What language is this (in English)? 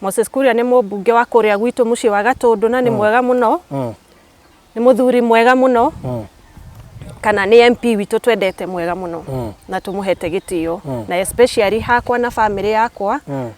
Kikuyu